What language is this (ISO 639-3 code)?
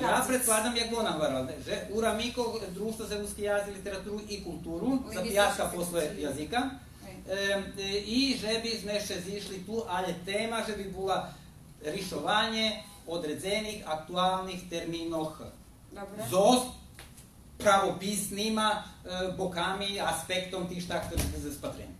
rue